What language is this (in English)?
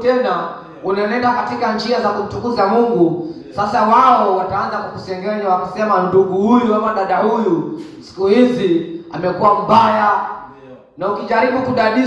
Swahili